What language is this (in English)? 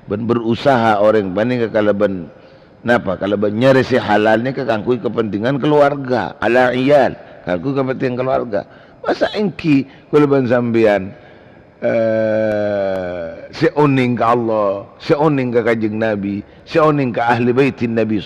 Madurese